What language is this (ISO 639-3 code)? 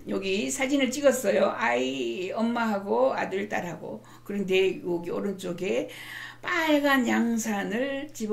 kor